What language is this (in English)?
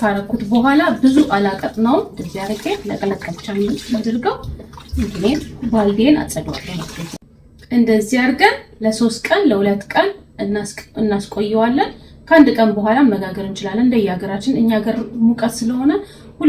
Amharic